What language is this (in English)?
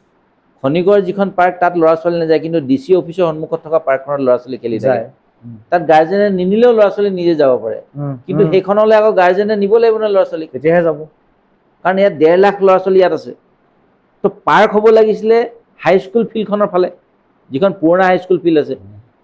Assamese